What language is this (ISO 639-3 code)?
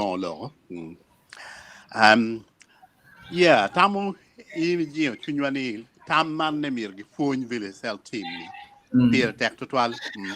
ach